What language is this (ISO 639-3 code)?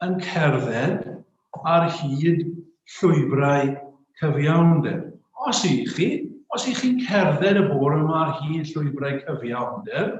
cym